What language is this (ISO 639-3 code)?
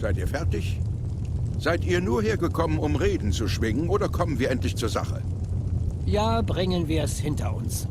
gsw